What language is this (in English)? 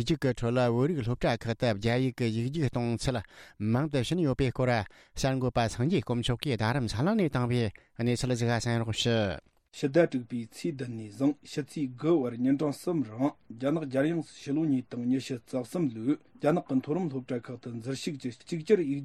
Tibetan